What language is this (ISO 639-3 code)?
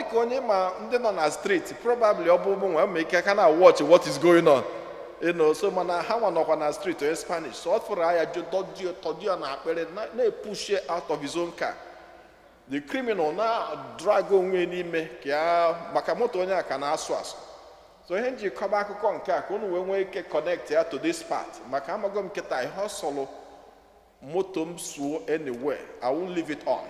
ibo